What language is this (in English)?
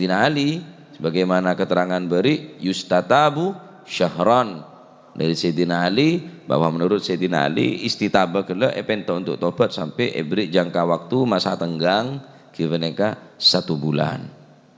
Madurese